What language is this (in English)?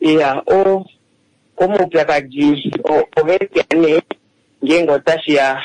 Kuanyama